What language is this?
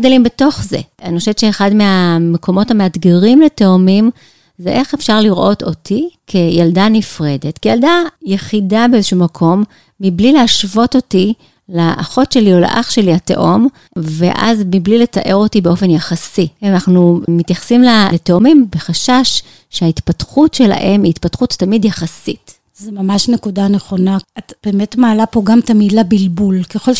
Hebrew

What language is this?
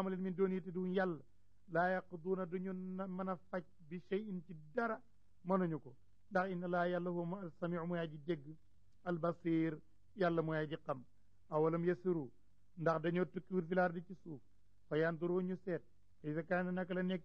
Wolof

